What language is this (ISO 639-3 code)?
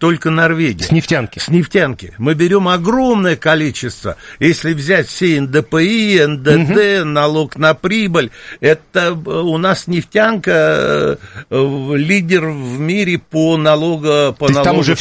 rus